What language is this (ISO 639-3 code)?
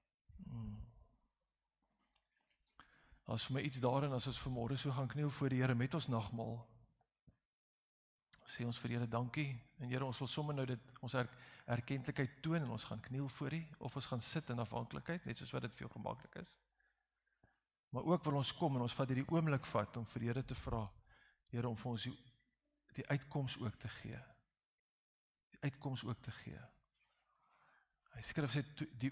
afr